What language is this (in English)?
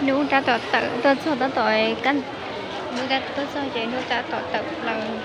Hmong